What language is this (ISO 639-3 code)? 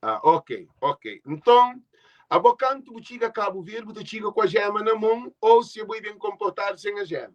kea